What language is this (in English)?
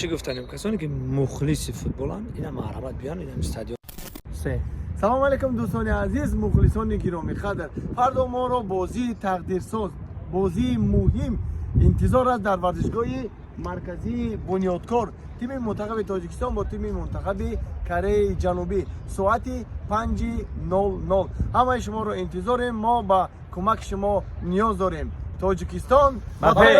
Tajik